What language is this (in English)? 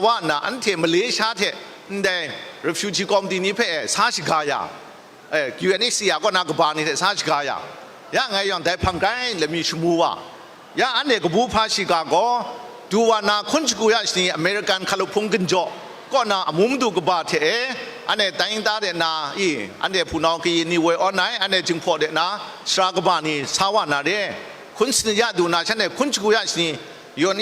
Kachin